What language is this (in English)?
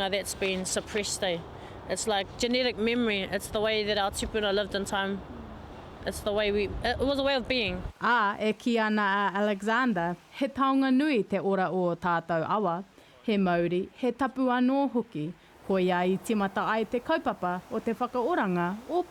Māori